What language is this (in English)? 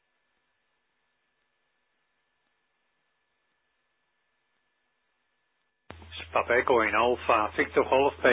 Dutch